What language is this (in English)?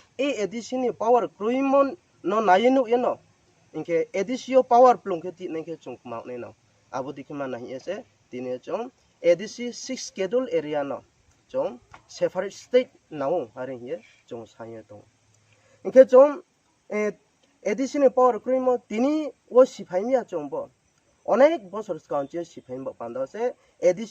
Riang (India)